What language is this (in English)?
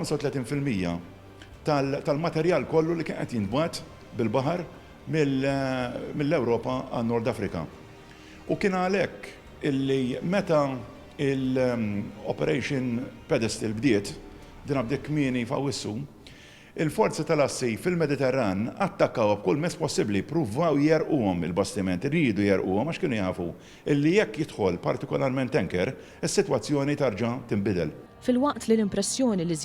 Maltese